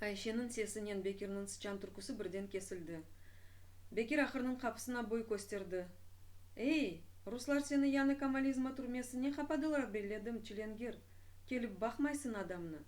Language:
Crimean Tatar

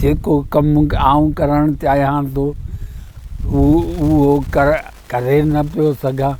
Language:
Sindhi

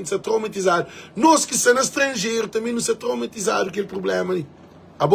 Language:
Kabuverdianu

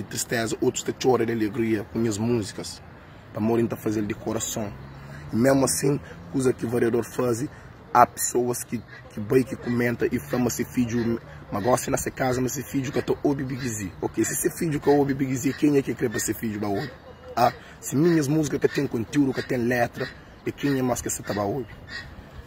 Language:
Kabuverdianu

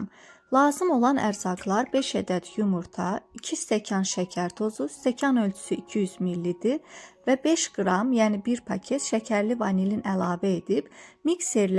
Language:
Azerbaijani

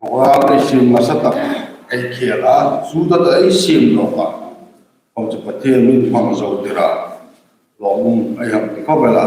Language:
Hmar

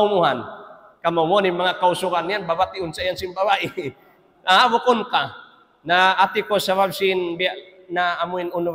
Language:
Tausug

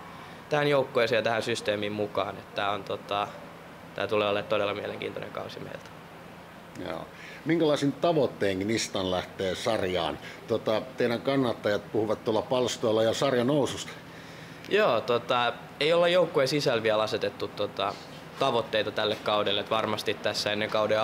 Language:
Finnish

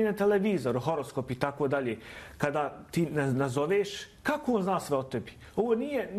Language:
Bosnian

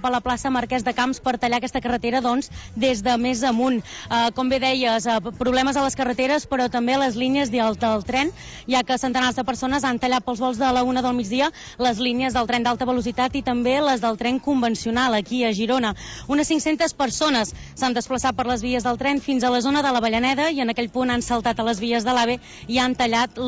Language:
Catalan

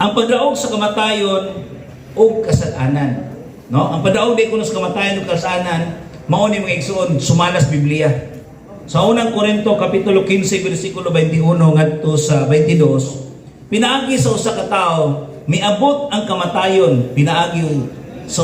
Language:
Cebuano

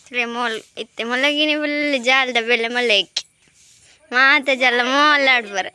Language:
Tulu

